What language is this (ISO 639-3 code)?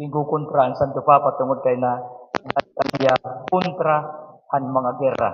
war